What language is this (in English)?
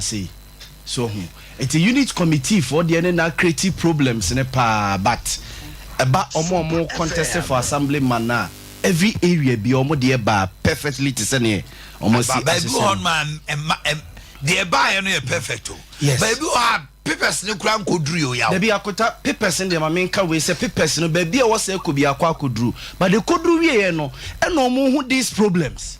Akan